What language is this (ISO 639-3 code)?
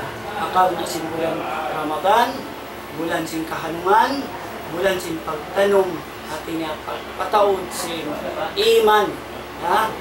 tsg